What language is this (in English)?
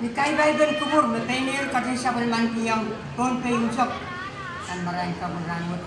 Pohnpeian